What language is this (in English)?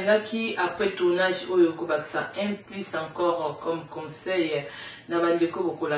Lingala